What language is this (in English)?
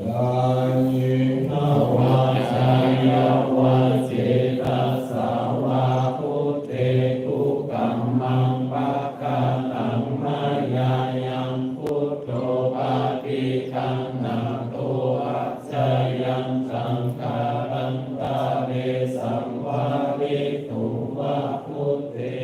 Pali